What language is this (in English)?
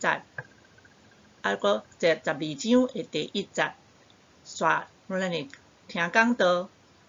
Min Nan Chinese